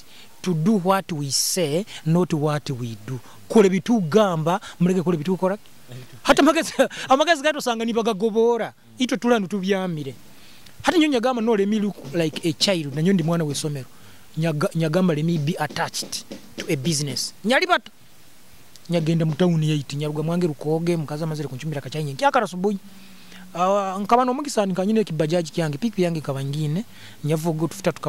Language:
Nyoro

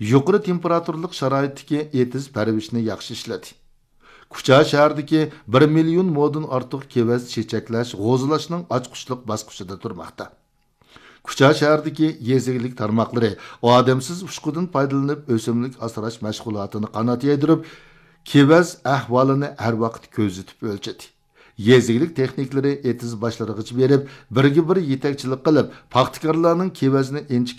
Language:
Uyghur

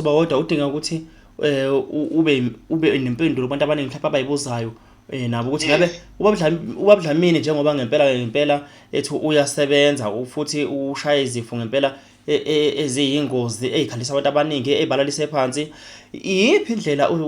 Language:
Zulu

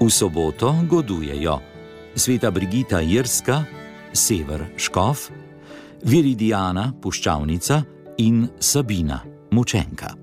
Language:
Slovenian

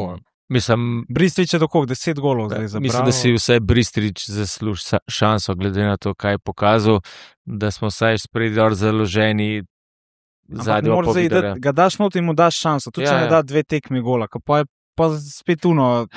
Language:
Slovenian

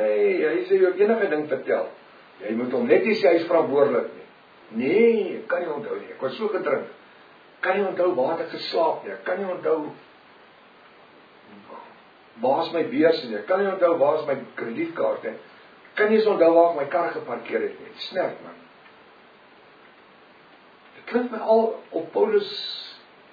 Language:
Afrikaans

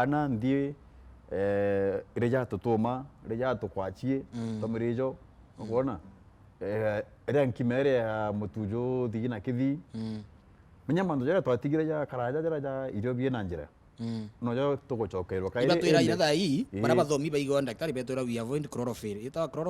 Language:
Meru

